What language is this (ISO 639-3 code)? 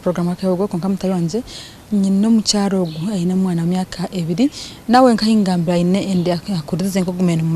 nyn